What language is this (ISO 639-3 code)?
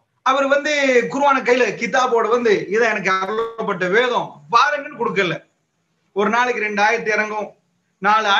tam